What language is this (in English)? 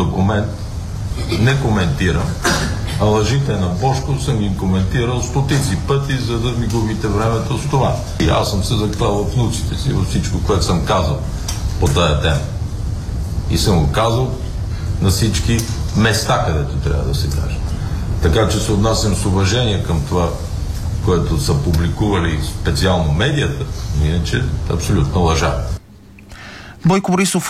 Bulgarian